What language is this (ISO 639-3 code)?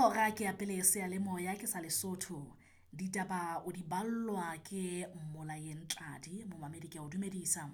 sot